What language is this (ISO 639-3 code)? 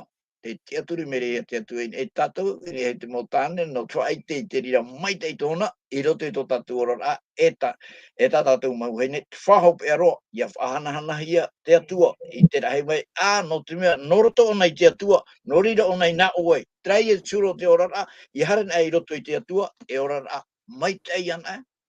tah